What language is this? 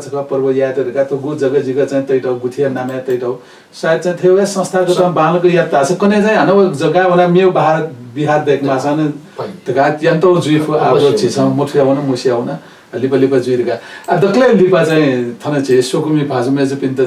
Newari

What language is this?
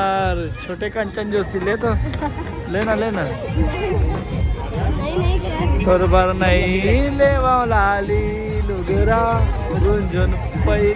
Chhattisgarhi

